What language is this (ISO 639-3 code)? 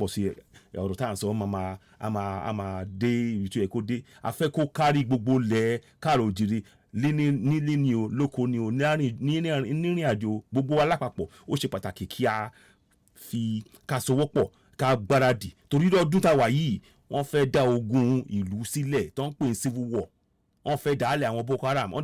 yor